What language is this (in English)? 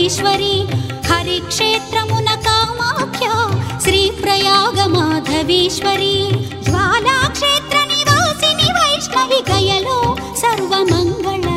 Telugu